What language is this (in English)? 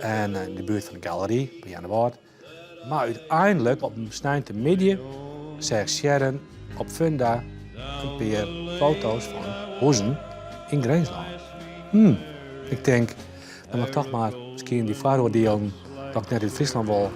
Western Frisian